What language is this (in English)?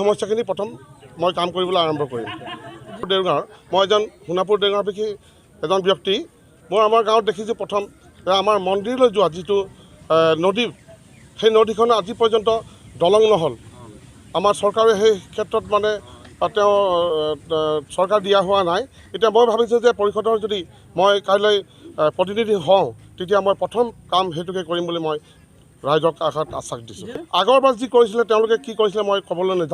Assamese